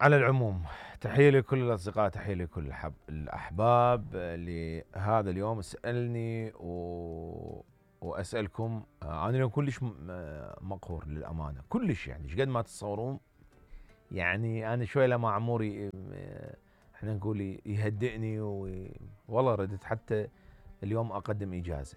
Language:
Mesopotamian Arabic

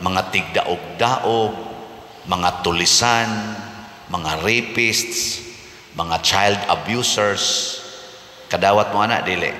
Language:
Cebuano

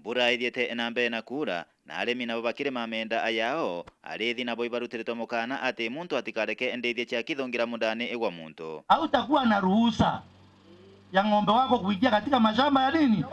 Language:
Meru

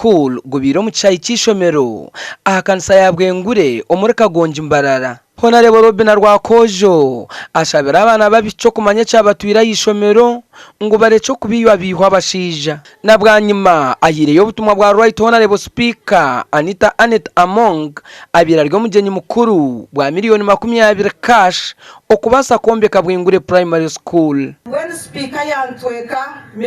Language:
Nyankole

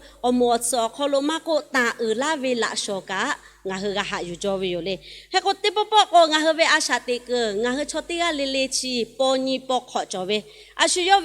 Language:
Lahu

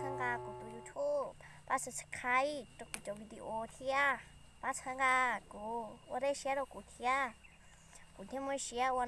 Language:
Hmong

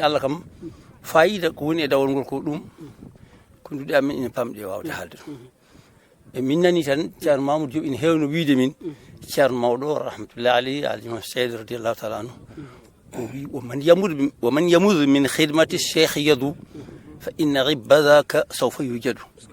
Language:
Fula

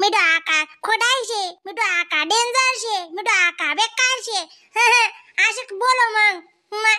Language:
Khandesi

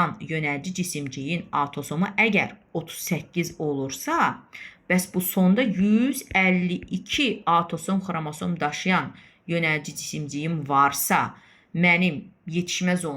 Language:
Azerbaijani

